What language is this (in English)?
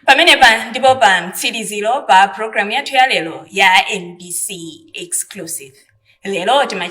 Nyanja